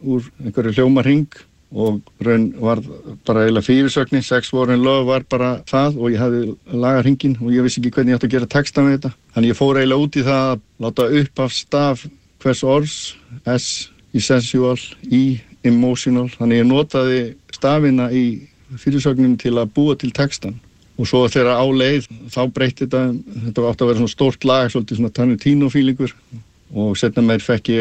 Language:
Icelandic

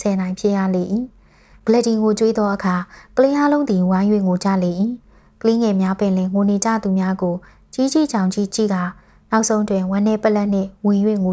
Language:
Burmese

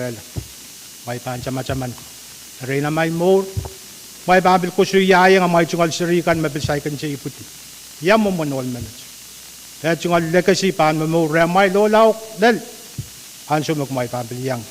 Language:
Pohnpeian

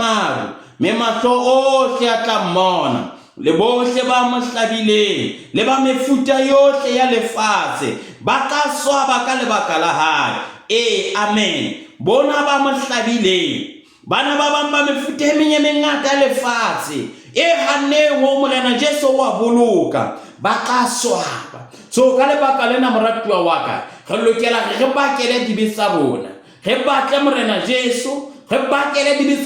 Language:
Southern Sotho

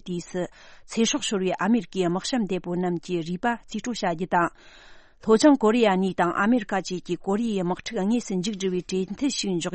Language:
Tibetan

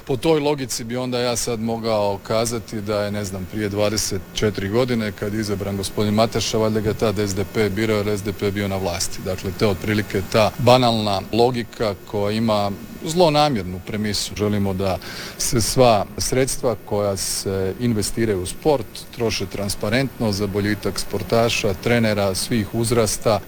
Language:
Croatian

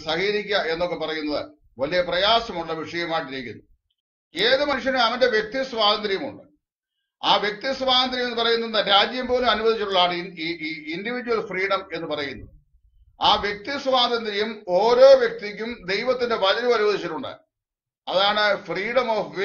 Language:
Malayalam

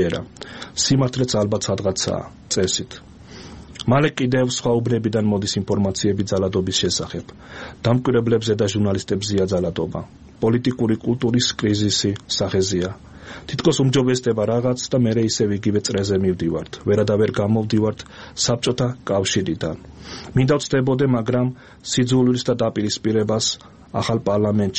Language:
Georgian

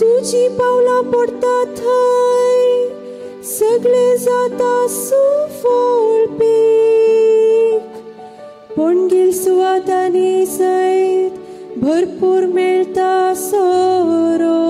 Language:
Konkani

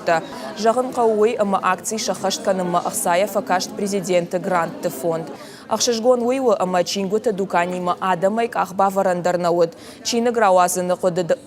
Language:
Ossetic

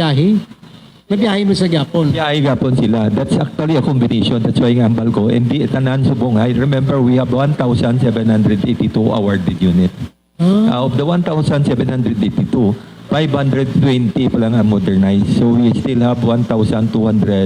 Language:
Hiligaynon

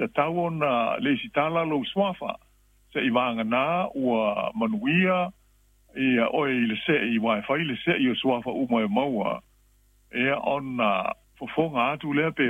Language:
Samoan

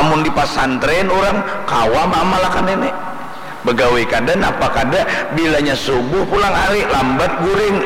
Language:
Banjar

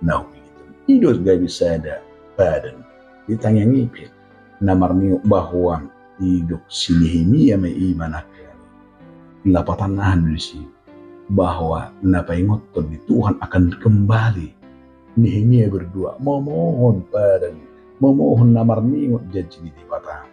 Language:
Batak Toba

